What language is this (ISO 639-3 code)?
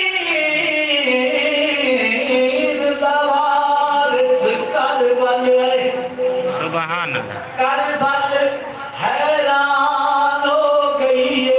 skr